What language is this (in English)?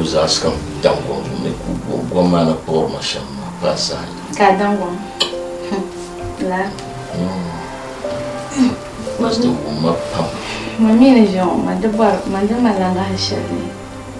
Dagbani